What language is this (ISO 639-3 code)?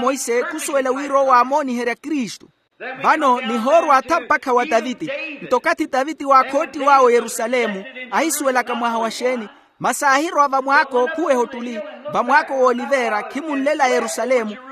vmw